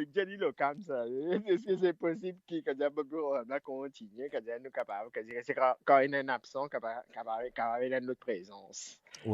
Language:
Morisyen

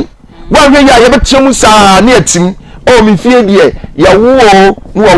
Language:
Akan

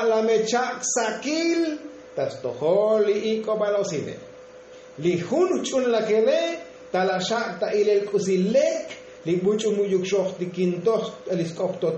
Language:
Tzotzil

